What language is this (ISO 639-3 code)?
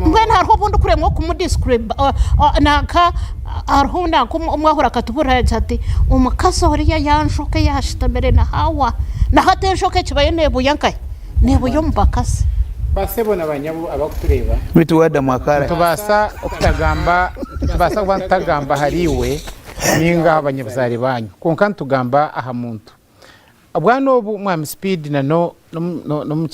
nyn